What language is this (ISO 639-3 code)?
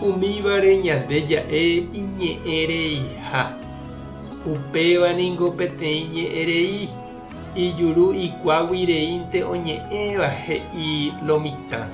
grn